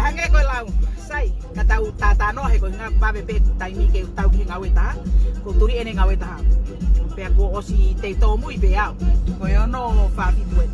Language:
Tongan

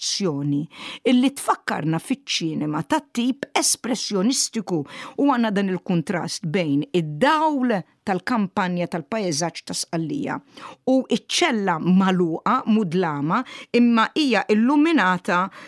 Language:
Maltese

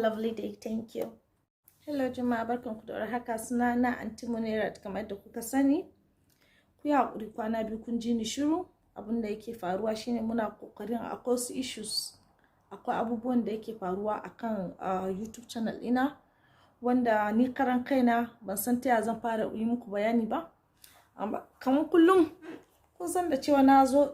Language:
Hausa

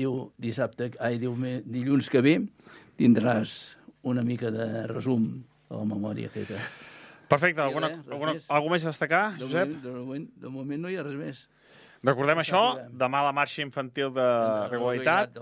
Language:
Catalan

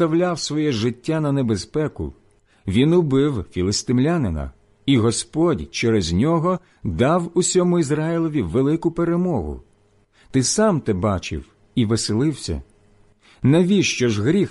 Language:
Ukrainian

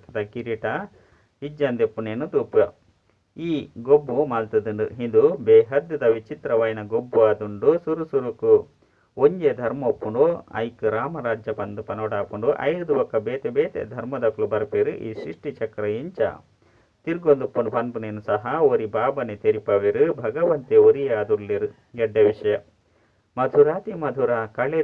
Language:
Tulu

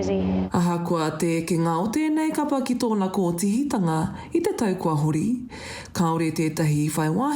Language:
Māori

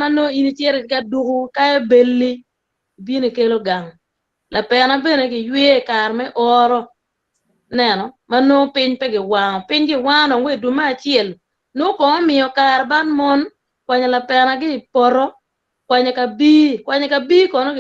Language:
Acoli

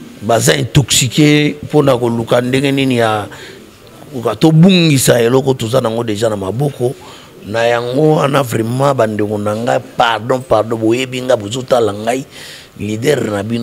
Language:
Lingala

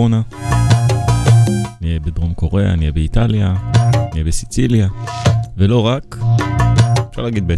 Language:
Hebrew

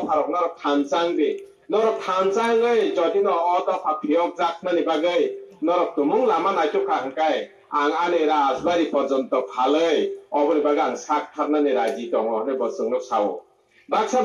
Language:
Kok Borok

